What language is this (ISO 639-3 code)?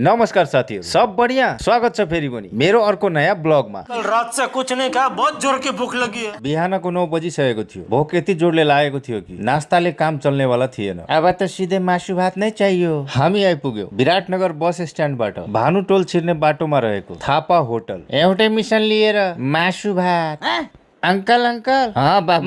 nep